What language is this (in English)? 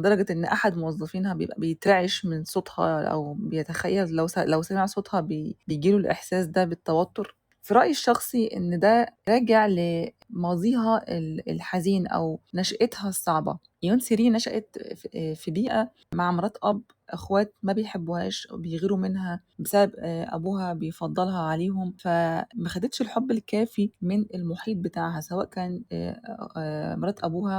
Egyptian Arabic